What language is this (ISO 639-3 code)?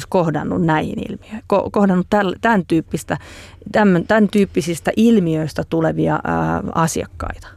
fin